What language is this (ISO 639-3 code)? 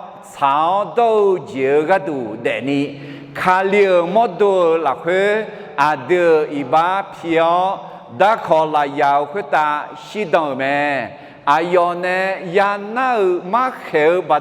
ahk